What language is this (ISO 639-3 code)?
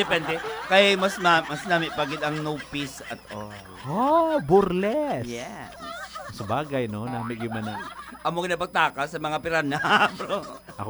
hil